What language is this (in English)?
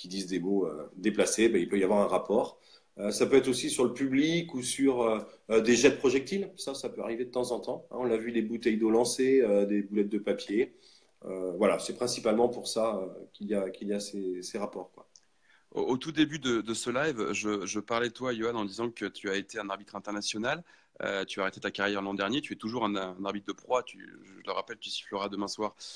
French